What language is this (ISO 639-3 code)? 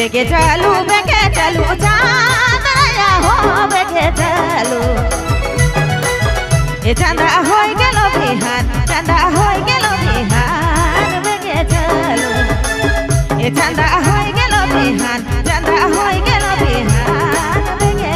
sck